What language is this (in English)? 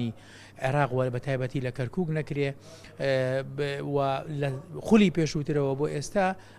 Central Kurdish